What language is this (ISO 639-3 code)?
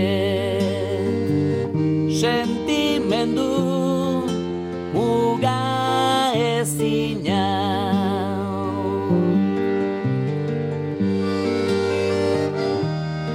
eus